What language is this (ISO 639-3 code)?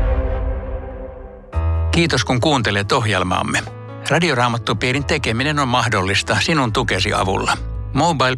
fin